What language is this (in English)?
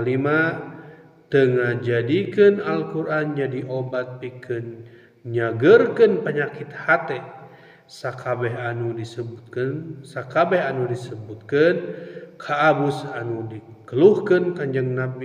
Sundanese